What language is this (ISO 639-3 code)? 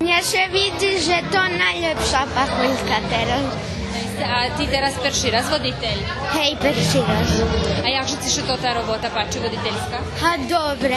rue